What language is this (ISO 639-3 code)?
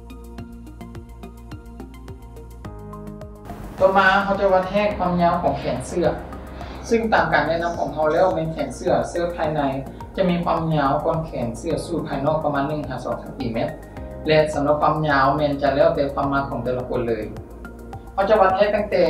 lao